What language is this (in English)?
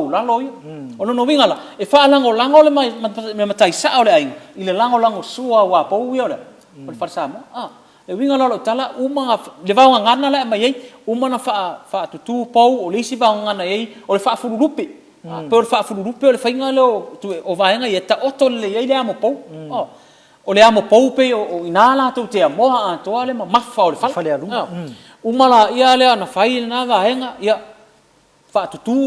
Samoan